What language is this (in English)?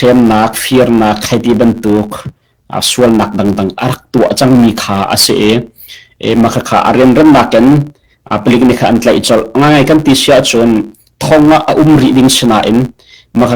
Hakha Chin